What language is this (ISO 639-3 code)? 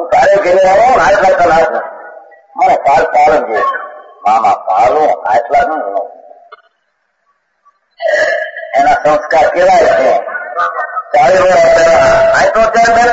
guj